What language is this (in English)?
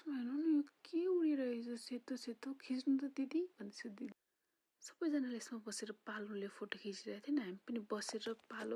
Nepali